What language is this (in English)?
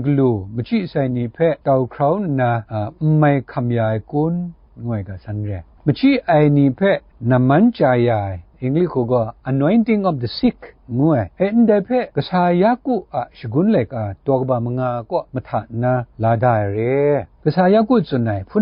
Kachin